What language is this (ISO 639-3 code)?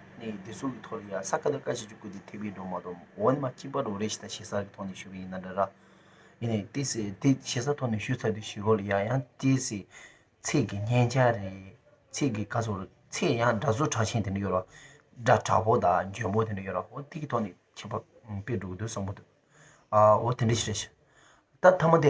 bod